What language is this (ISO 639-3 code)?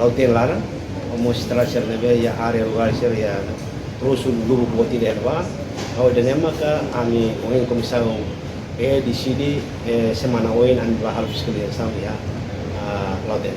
tet